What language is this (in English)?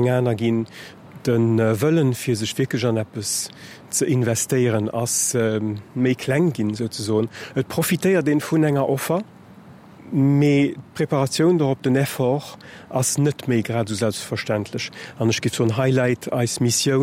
Luxembourgish